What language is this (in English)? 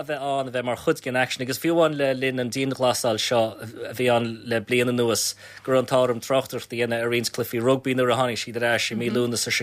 Irish